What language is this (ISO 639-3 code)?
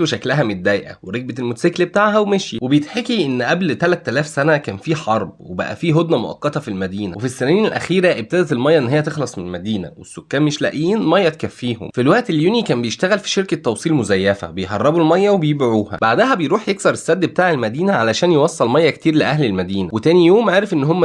arz